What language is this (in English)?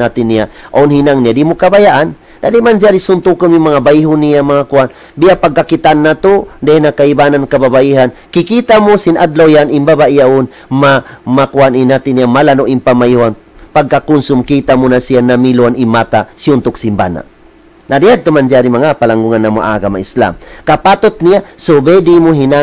Tausug